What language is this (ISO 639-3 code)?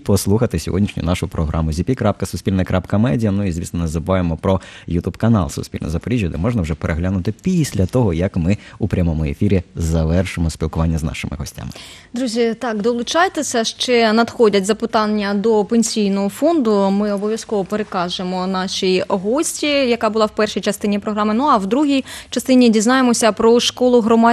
ukr